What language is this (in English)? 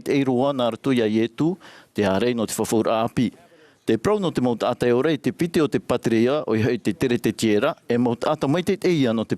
Tahitian